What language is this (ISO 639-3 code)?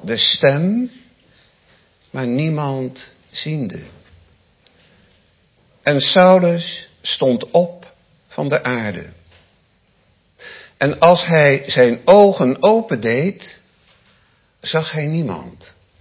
nld